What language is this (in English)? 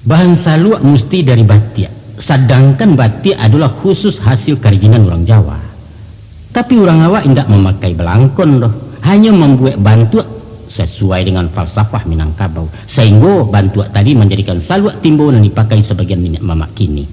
Minangkabau